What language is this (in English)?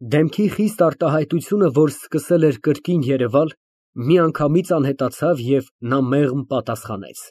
Armenian